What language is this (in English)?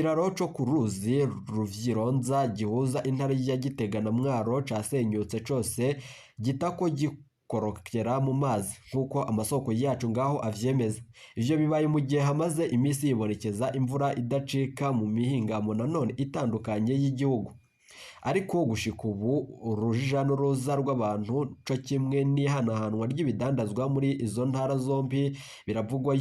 Rundi